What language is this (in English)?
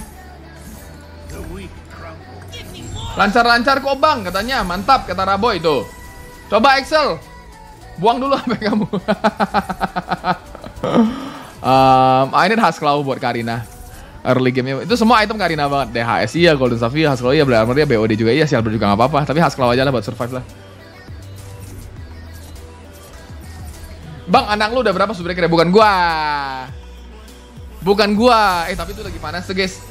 Indonesian